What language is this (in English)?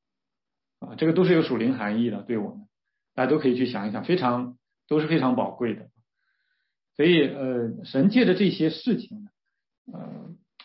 Chinese